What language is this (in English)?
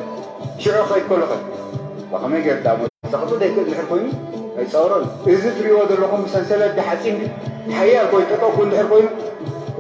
Tigrinya